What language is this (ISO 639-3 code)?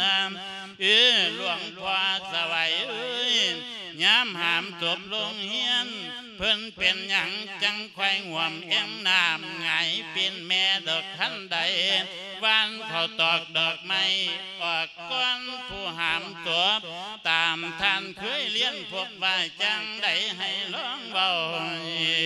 lao